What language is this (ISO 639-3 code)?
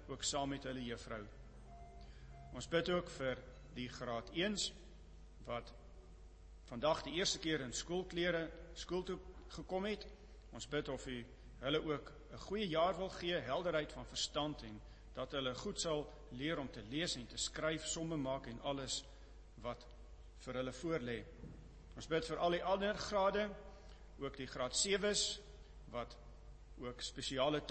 afr